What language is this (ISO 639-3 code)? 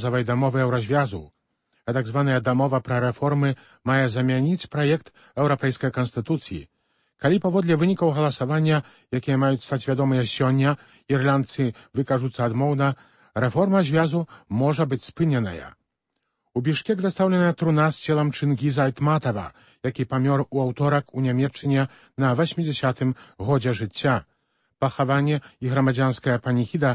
bel